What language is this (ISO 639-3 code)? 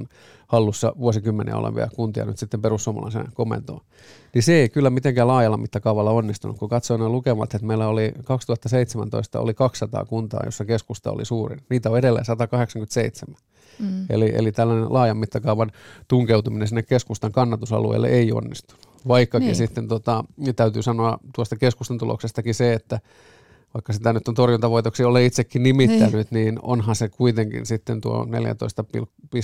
fin